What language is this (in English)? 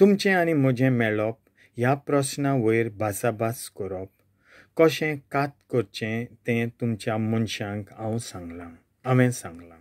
Konkani